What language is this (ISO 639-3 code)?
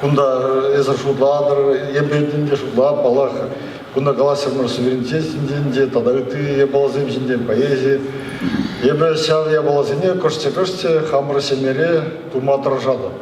chv